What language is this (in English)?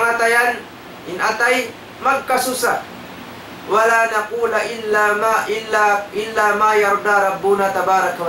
Tausug